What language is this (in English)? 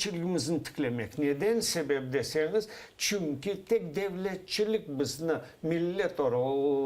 Crimean Tatar